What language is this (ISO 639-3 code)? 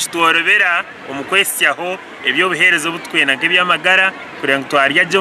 nyn